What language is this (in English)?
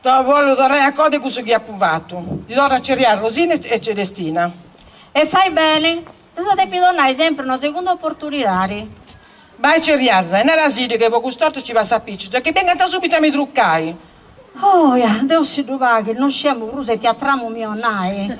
Sardinian